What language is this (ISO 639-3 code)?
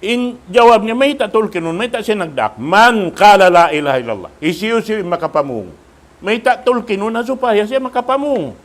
tsg